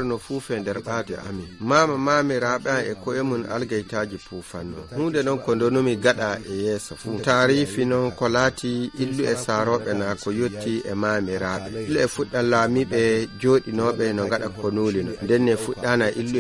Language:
Nigerian Fulfulde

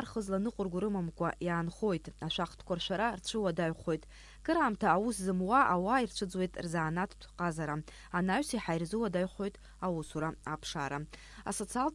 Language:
Abkhazian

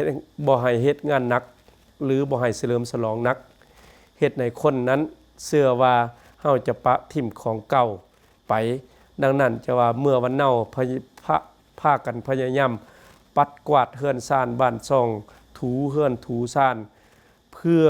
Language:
Lao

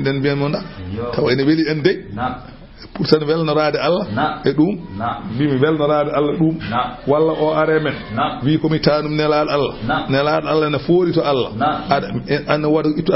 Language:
Fula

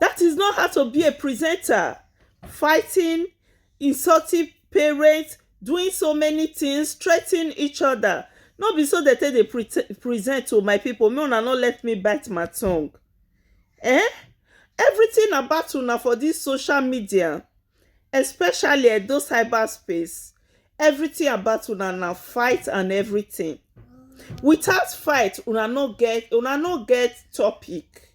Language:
Nigerian Pidgin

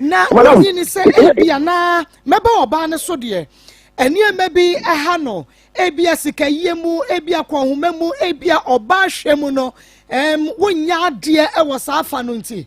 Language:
Akan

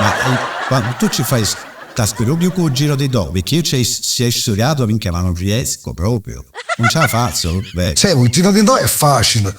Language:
Sicilian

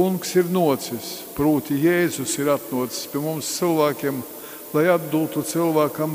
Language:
Latgalian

